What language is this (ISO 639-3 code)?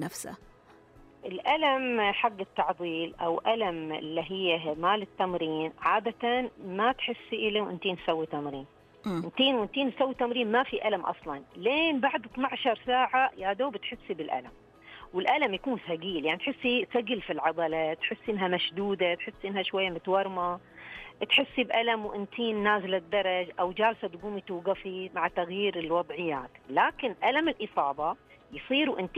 ars